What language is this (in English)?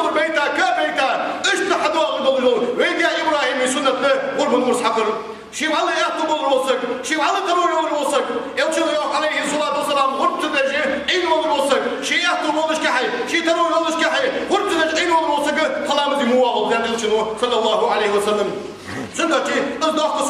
Ingush